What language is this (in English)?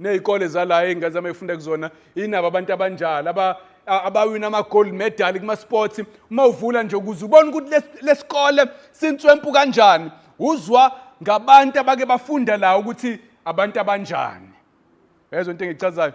Zulu